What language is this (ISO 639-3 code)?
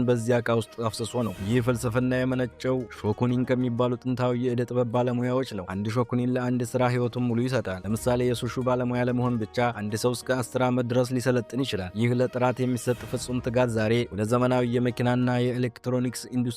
amh